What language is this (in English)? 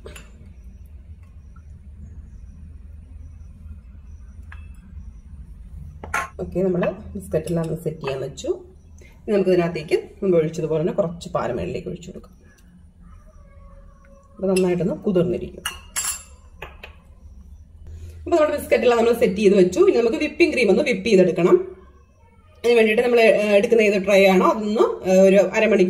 Malayalam